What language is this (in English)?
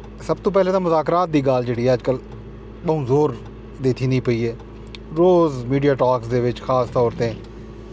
Saraiki